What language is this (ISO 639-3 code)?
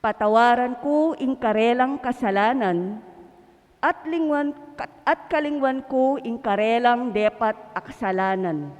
pam